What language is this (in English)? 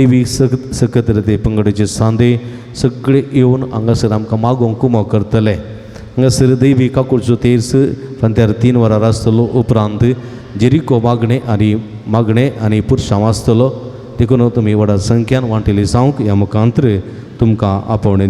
Konkani